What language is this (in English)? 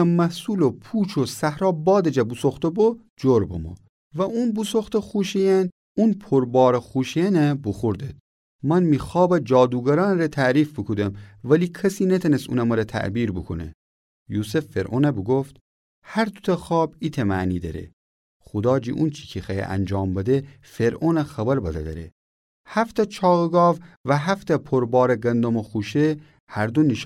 Gilaki